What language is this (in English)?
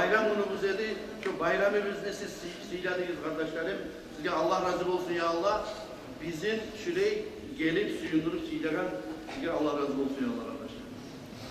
Kumyk